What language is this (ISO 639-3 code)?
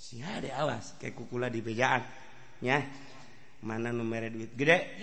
sun